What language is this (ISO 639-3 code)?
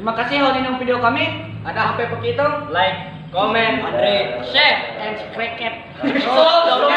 mhy